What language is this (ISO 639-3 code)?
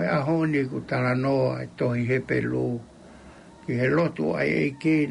ton